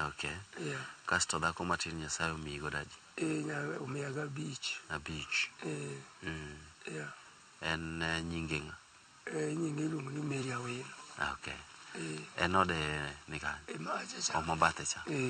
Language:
Luo (Kenya and Tanzania)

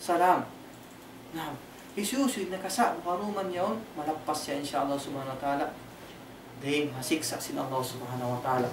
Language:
Tausug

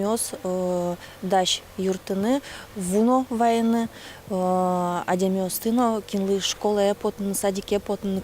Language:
Udmurt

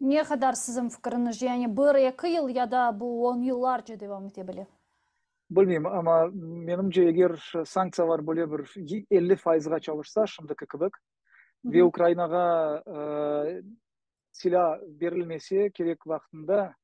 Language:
Crimean Tatar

